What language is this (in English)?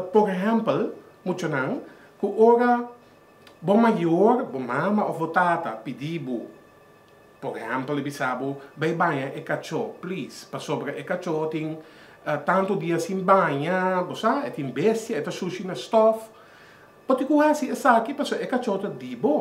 Papiamento